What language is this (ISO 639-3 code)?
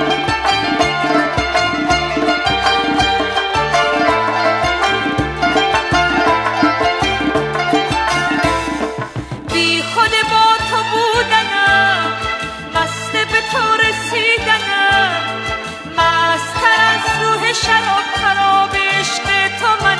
fas